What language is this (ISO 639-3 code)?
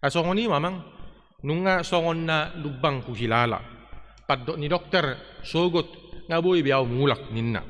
bbc